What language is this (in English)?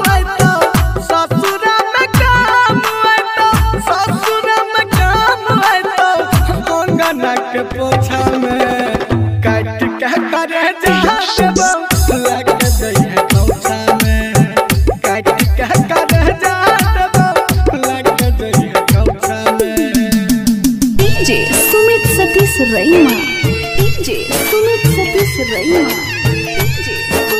Bhojpuri